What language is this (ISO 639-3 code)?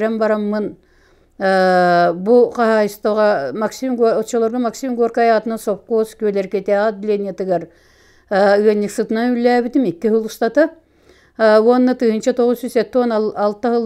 sah